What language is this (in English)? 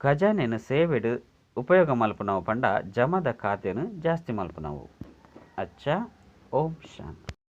Tulu